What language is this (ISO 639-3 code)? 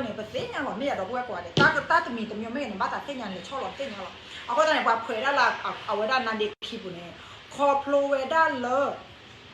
ksw